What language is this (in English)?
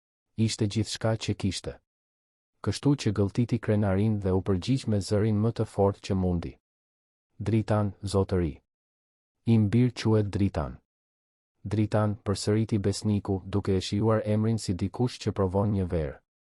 Albanian